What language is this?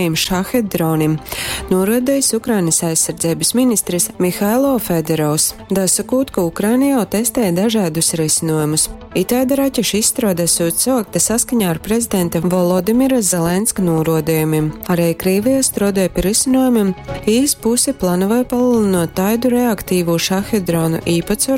Latgalian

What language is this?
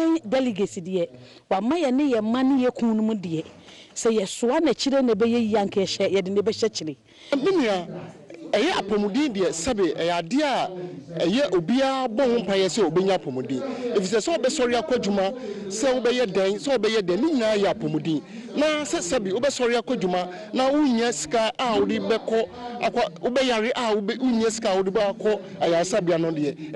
Akan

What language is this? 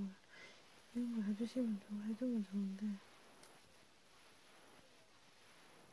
Korean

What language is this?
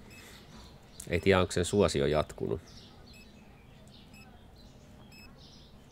Finnish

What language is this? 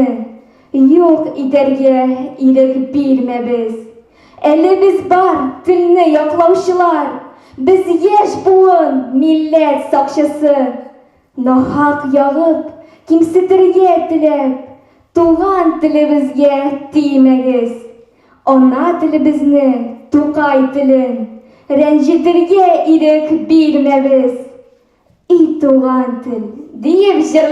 Tatar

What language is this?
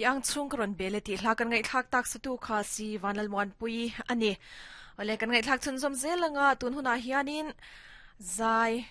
Mizo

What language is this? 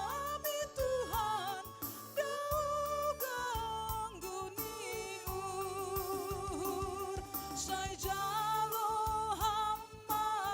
Batak Simalungun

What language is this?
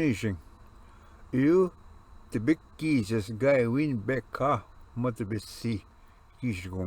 Ojibwa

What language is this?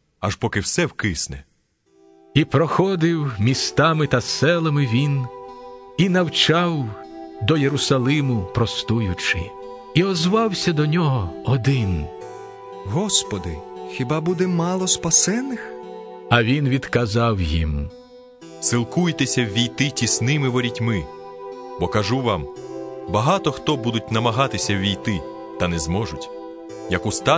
Ukrainian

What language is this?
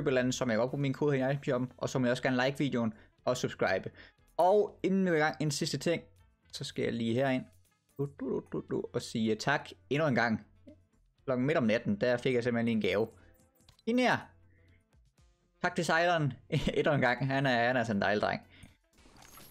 Danish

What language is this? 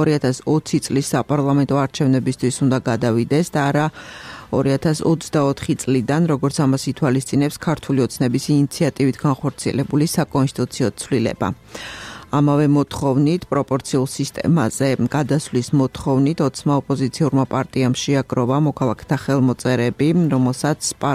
Georgian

